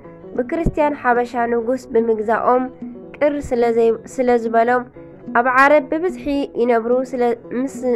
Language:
Tigrinya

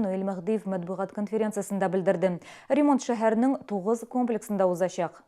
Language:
Tatar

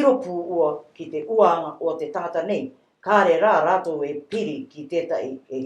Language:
Rarotongan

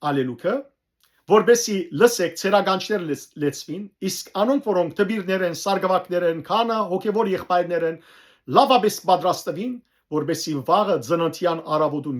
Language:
Western Armenian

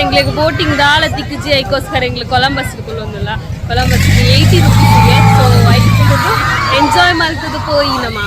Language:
Tulu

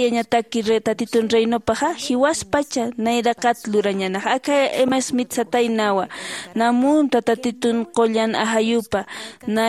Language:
Aymara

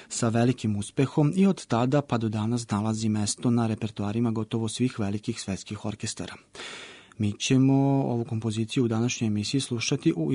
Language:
Serbian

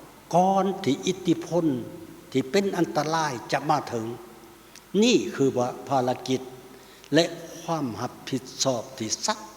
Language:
Lao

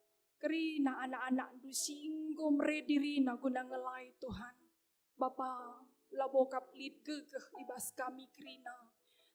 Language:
Batak Karo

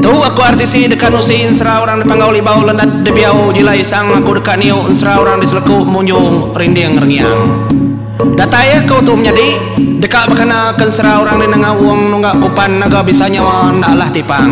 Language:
Iban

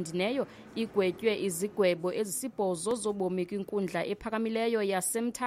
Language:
Xhosa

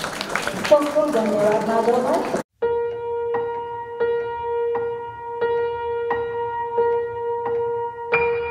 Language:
Gujarati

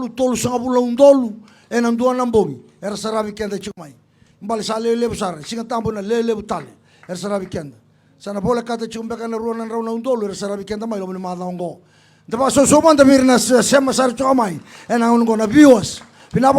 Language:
Fijian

